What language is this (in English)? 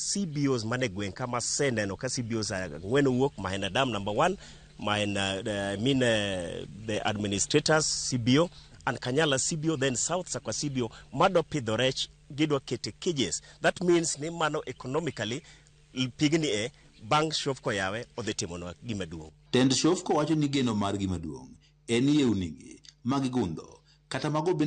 Luo (Kenya and Tanzania)